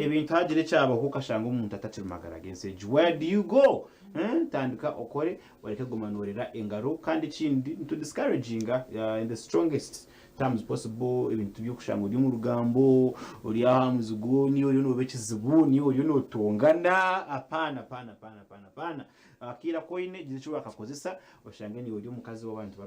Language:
Nyankole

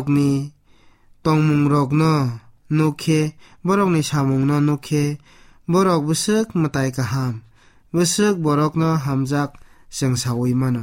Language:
Kok Borok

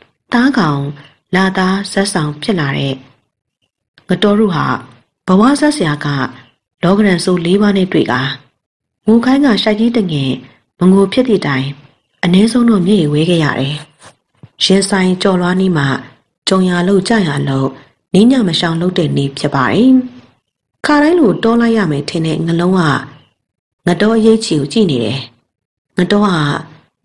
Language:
Burmese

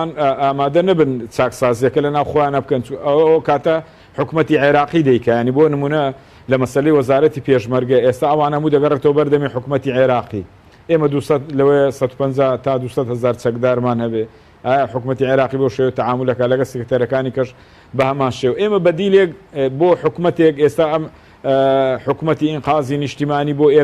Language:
Central Kurdish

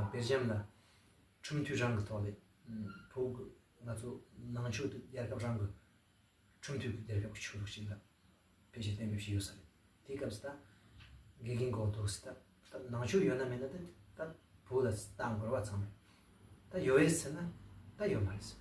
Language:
Tibetan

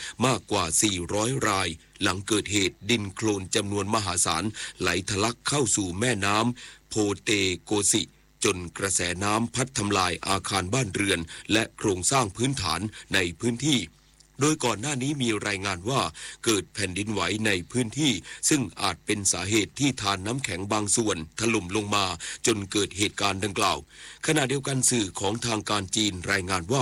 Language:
Thai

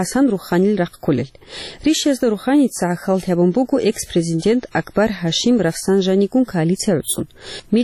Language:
Avaric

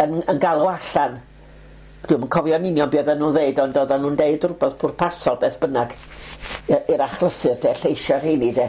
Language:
Welsh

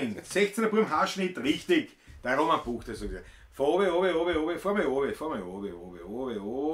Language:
Bavarian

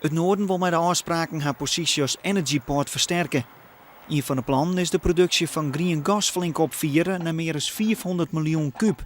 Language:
Western Frisian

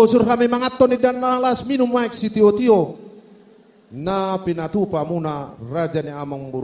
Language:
Batak Toba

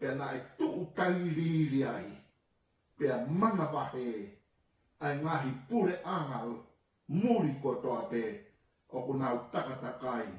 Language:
Tongan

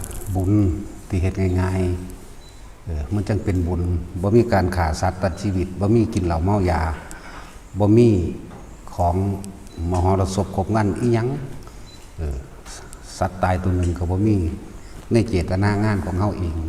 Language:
Northeastern Thai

